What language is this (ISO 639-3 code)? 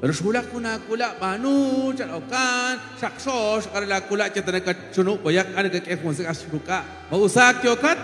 kek